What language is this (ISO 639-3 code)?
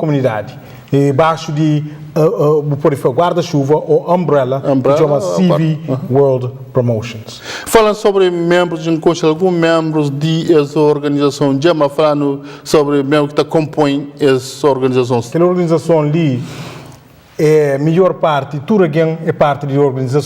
kea